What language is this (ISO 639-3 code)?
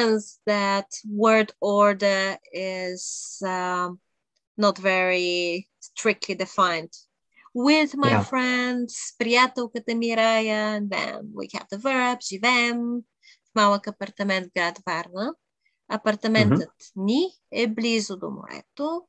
bul